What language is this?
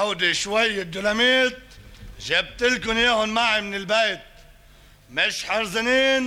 North Levantine Arabic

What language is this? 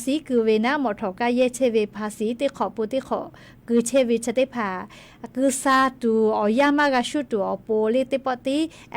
Lahu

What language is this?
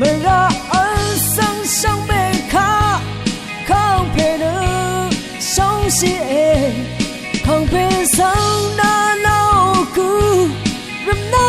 Rawang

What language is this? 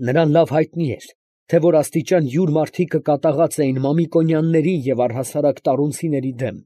Armenian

